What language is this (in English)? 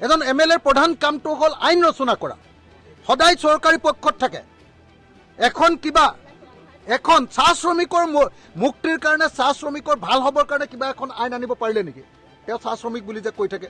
Assamese